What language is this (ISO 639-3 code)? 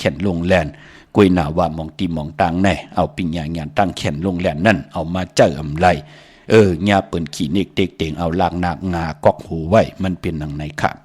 shn